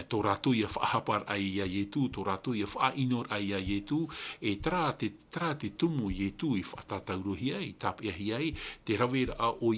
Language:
Tahitian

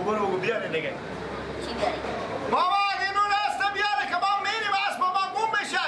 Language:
Persian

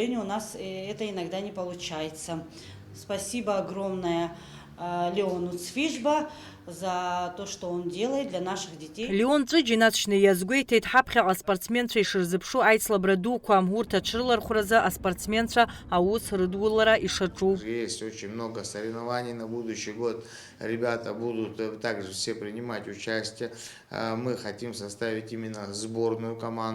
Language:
Abkhazian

